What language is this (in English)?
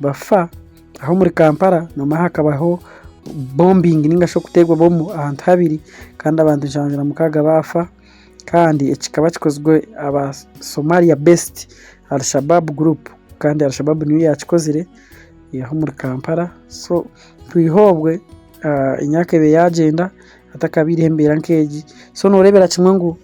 Nyankole